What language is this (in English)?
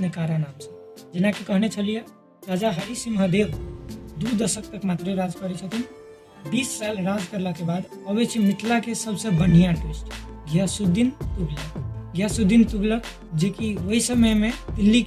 Maithili